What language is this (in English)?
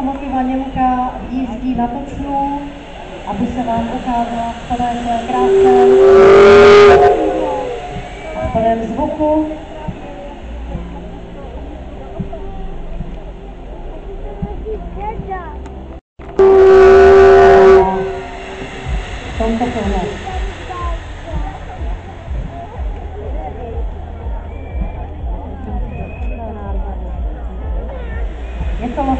Czech